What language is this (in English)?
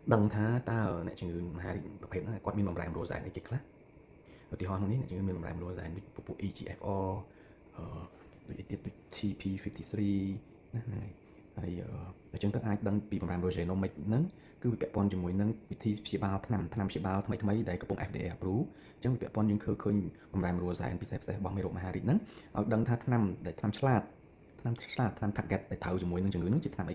Khmer